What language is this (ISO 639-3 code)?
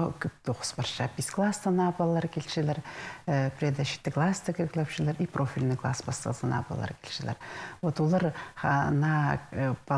kjh